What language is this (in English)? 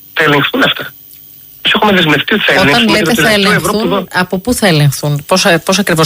Greek